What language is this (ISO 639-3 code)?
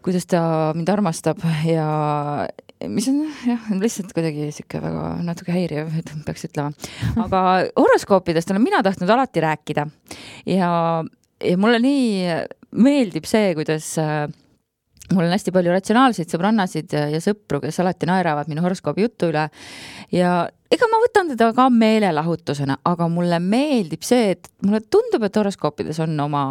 est